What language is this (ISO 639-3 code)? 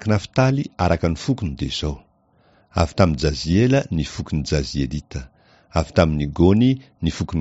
mlg